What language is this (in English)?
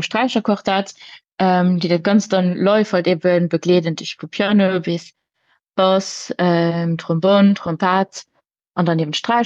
Luxembourgish